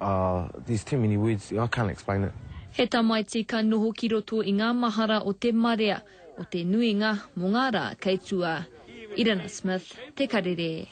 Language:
Māori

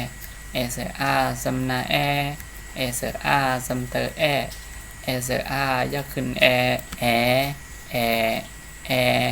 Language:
Shan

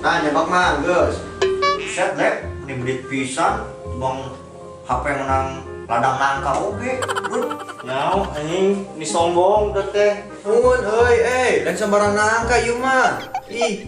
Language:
Sundanese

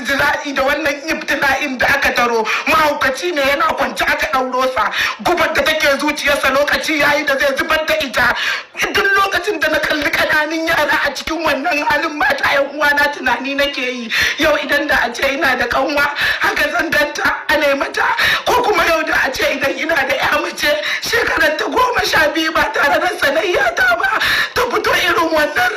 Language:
Hausa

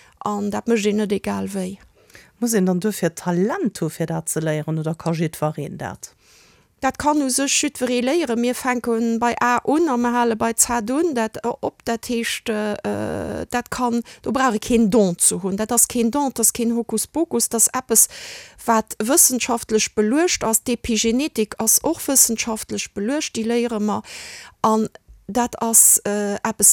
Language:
Luxembourgish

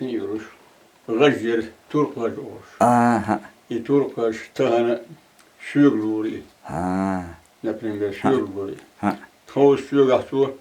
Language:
Chechen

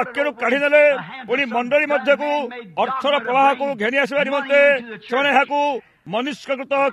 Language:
Odia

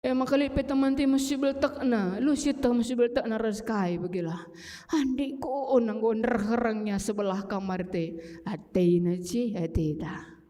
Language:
Batak Karo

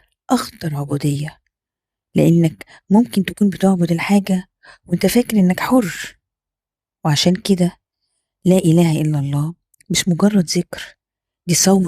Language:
Egyptian Arabic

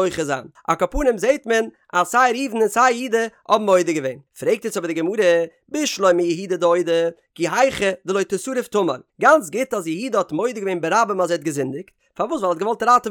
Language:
Yiddish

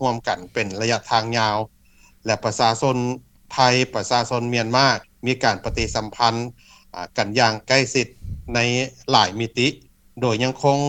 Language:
Lao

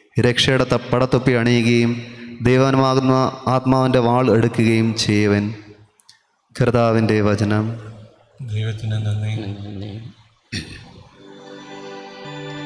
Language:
Malayalam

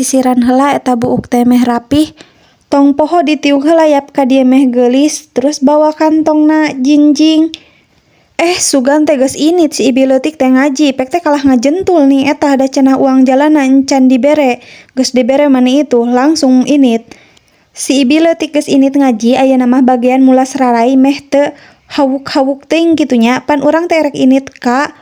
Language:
Sundanese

